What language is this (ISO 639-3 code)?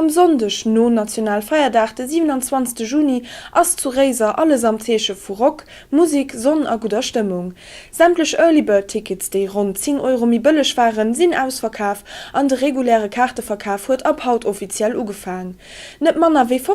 ltz